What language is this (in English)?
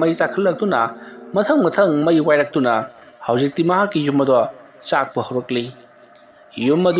Manipuri